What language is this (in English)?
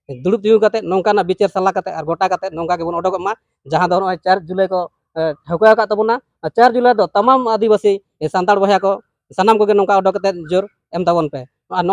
Santali